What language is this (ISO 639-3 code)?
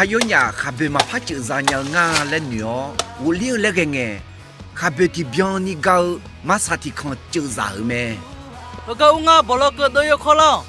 ahk